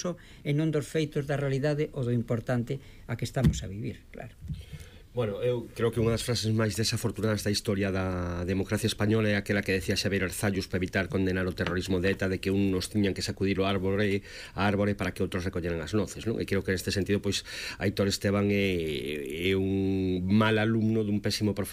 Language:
Galician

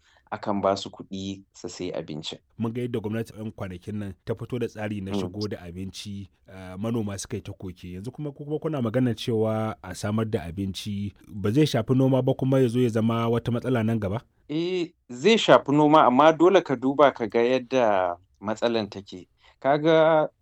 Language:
Hausa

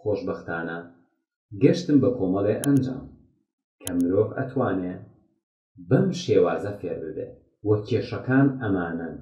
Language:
Central Kurdish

